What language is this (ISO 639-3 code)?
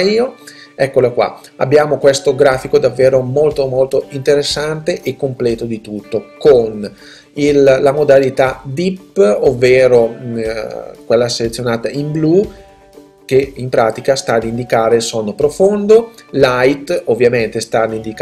ita